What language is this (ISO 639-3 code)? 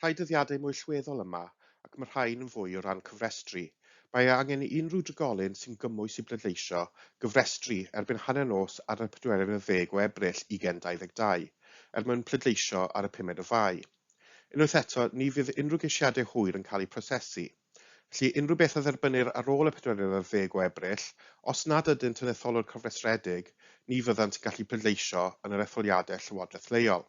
cym